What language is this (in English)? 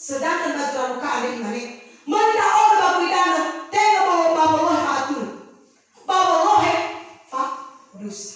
Nias